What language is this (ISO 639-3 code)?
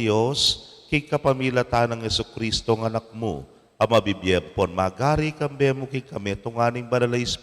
pam